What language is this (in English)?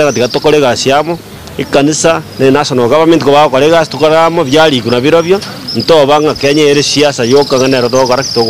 Gusii